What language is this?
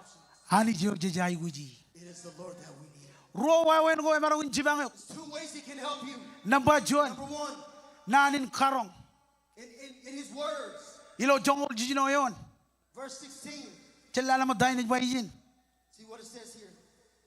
Marshallese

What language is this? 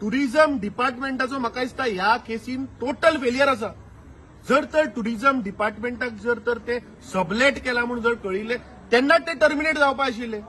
Konkani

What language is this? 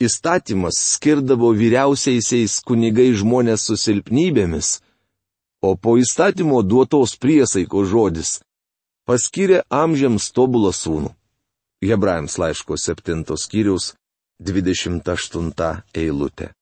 Lithuanian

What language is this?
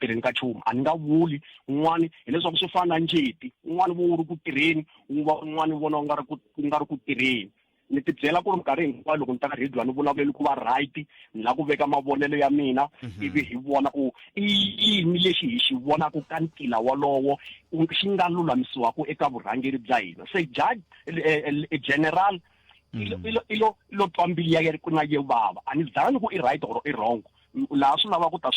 Tsonga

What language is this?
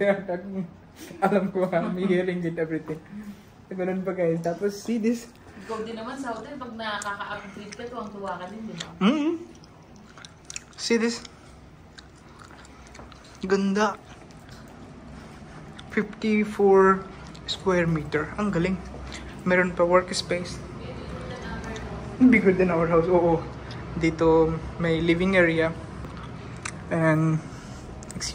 Filipino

